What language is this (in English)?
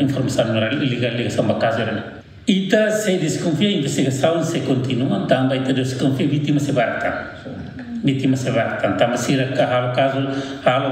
Tetum